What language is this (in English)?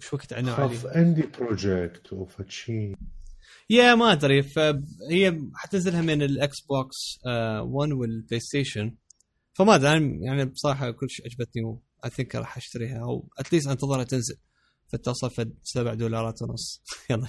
Mesopotamian Arabic